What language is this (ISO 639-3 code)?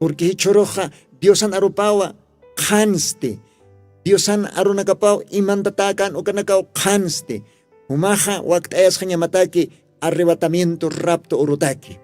aym